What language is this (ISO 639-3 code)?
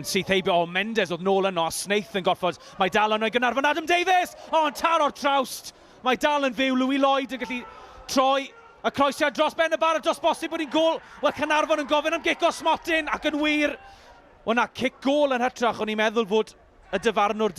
cym